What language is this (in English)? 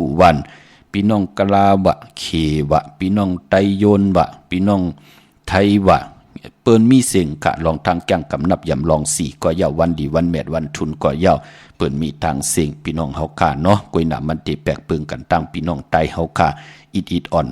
Shan